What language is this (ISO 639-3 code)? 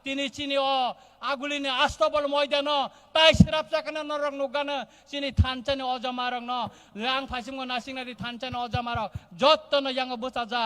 trp